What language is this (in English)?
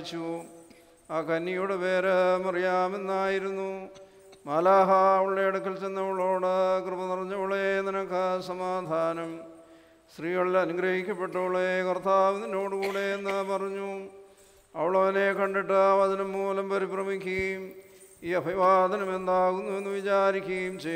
Malayalam